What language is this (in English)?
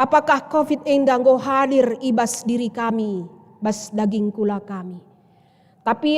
Batak Karo